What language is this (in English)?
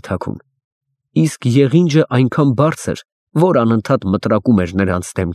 Armenian